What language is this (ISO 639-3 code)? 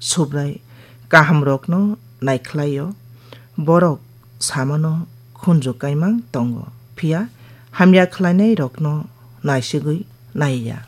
trp